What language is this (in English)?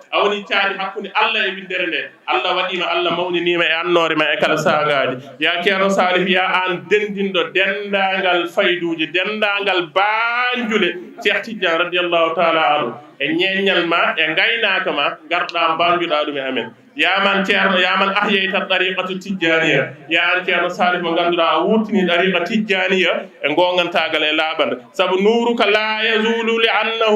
Fula